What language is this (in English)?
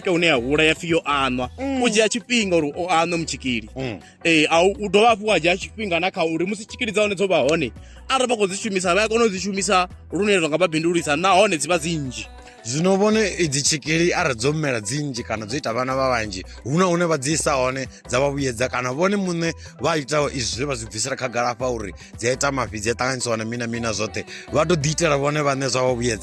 Venda